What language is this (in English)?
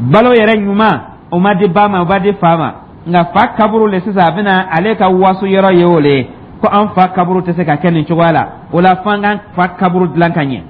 Dyula